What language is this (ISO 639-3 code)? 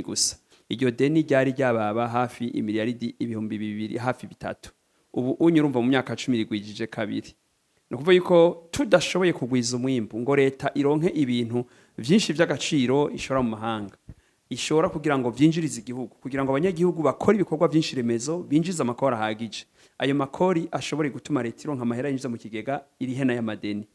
run